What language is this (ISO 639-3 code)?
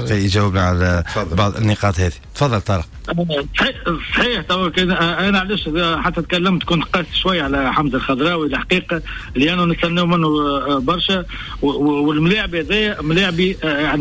aeb